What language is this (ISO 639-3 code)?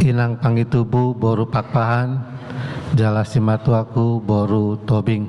bbc